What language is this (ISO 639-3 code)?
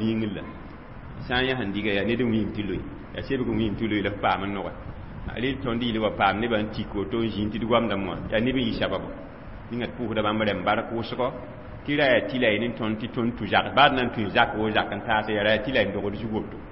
mos